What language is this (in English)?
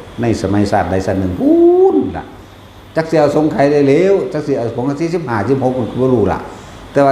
Northeastern Thai